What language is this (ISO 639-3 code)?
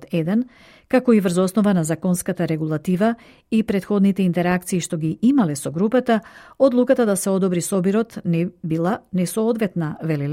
mkd